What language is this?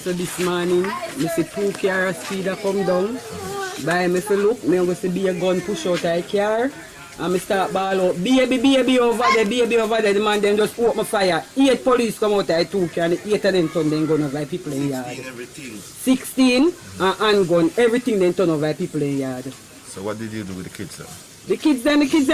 Jamaican Creole English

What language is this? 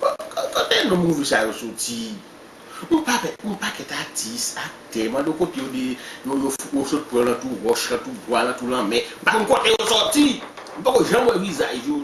Haitian Creole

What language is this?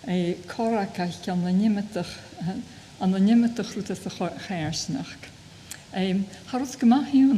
Scottish Gaelic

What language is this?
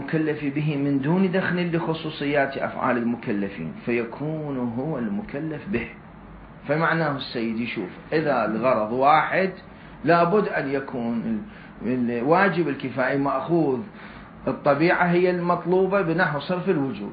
Mesopotamian Arabic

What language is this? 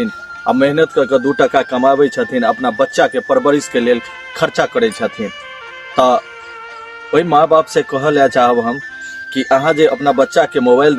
Maithili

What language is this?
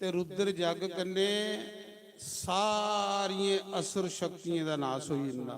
Dogri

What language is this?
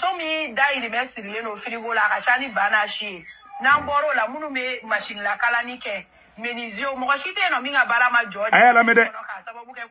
Bambara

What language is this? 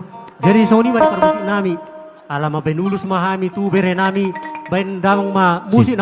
Batak Toba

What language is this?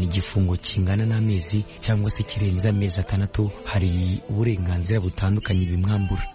Kinyarwanda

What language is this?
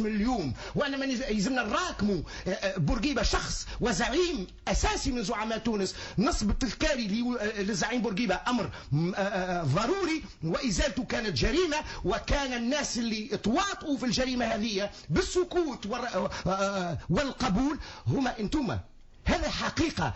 Tunisian Arabic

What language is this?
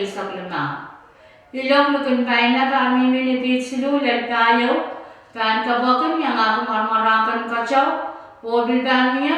Pohnpeian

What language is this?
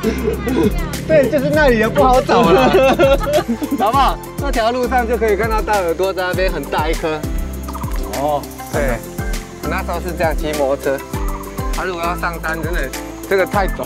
Chinese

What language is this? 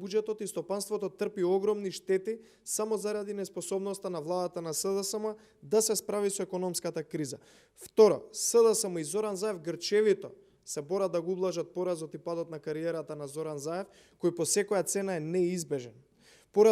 Macedonian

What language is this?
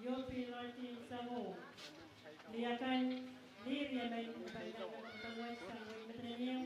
Pohnpeian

